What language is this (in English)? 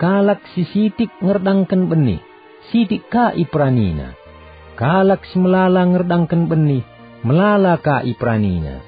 Batak Karo